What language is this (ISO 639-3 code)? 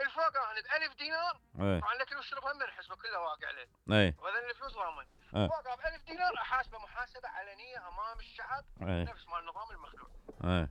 acm